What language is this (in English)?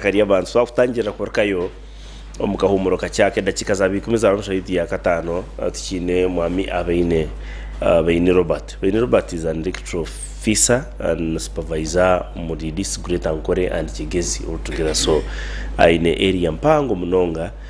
Nyankole